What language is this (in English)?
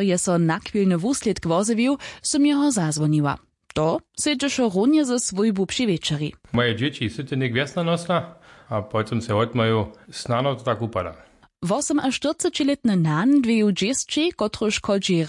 Upper Sorbian